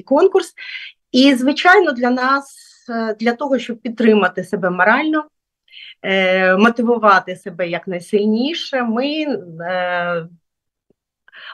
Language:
Ukrainian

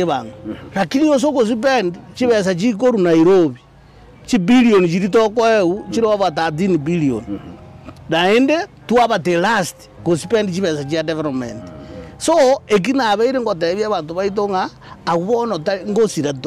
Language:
Gusii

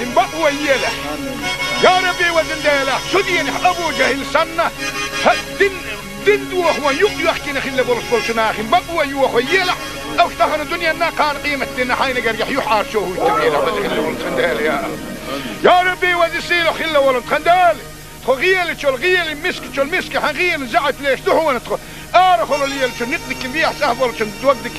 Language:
Chechen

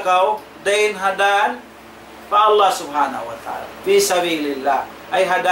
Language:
Tausug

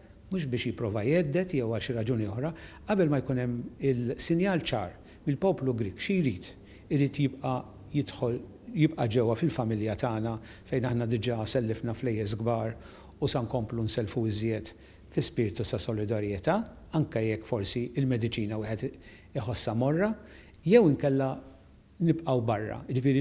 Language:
Maltese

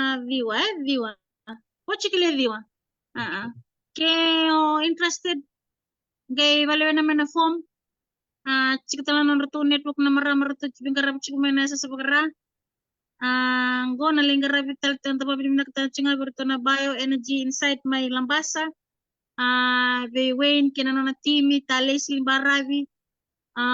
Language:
Fijian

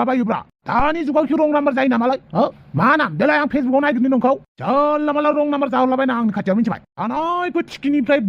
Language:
Bodo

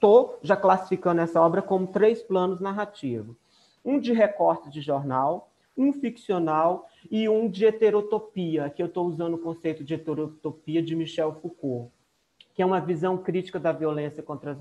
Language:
Portuguese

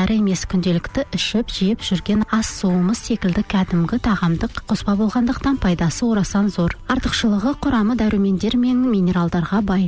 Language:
Kazakh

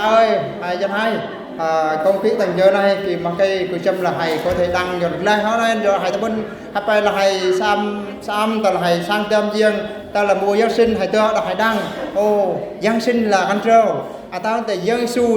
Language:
Eastern Bru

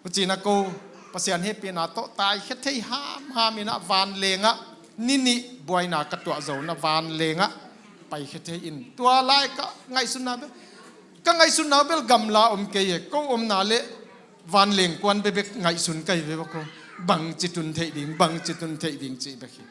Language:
Tedim Chin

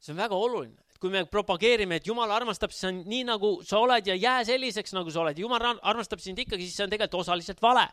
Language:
Estonian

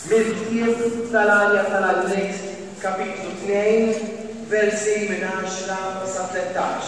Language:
Maltese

